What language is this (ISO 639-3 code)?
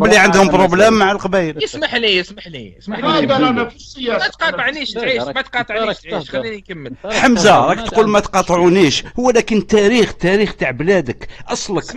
arq